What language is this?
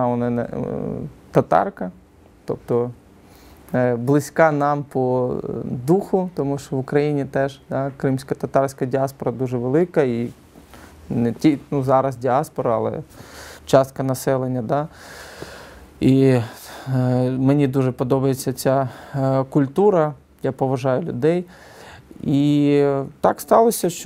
Ukrainian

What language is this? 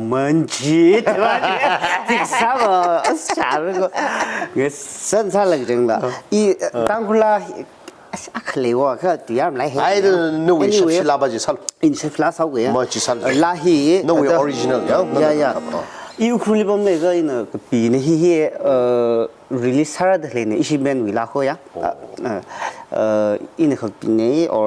Tangkhul Naga (India)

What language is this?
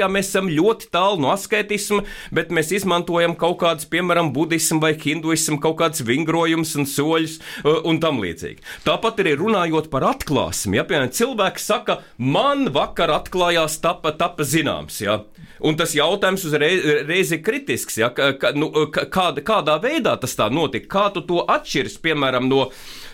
Latvian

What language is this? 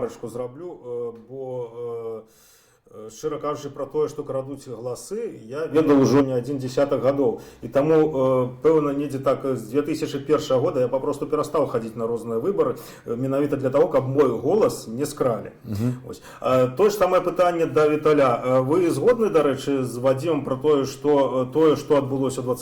Belarusian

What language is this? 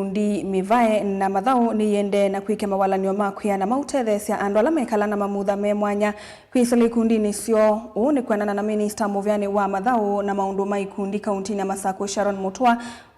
Kamba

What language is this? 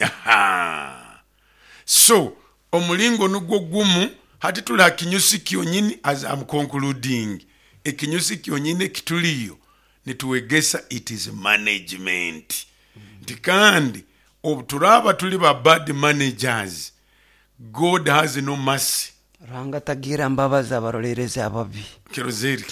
Nyoro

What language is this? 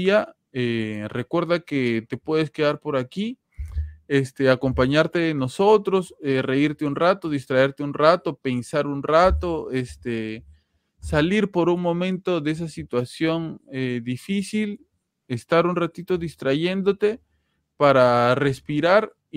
Spanish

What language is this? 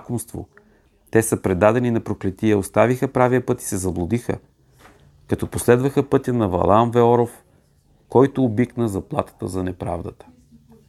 Bulgarian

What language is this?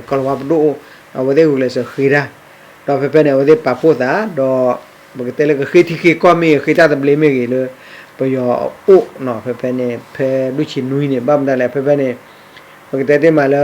S'gaw Karen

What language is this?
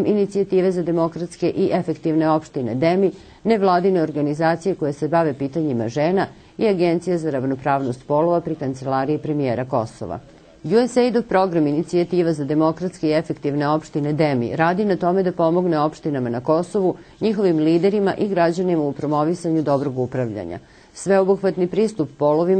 Serbian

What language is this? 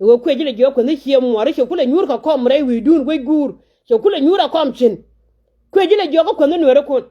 Nuer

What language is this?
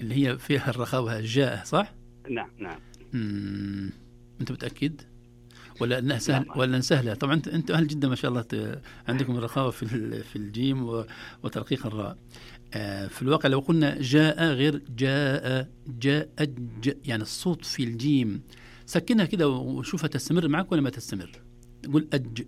Najdi Arabic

